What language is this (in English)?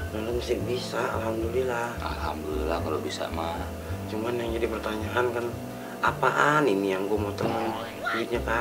Betawi